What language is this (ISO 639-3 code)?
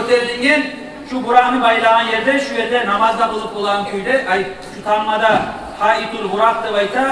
kum